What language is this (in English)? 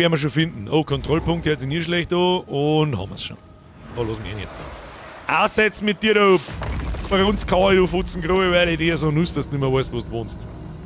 Bavarian